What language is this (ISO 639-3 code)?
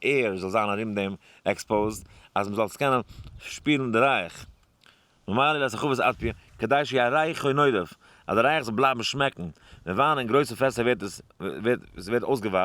yid